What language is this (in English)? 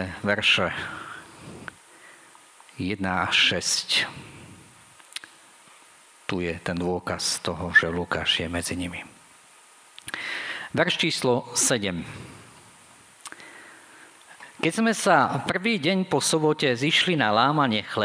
Slovak